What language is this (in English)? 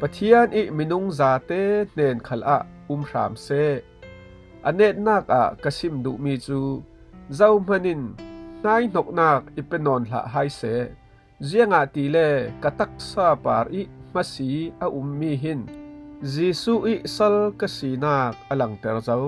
Falam Chin